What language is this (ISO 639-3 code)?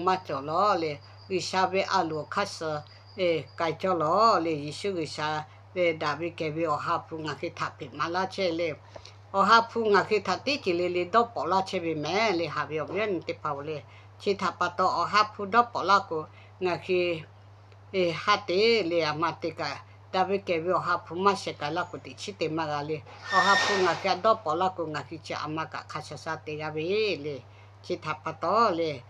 lhu